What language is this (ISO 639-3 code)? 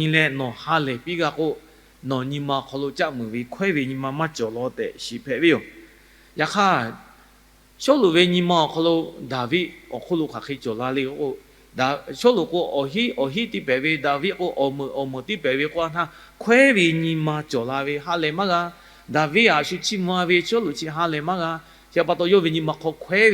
lhu